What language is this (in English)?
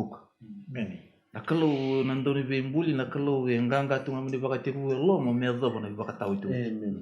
Fijian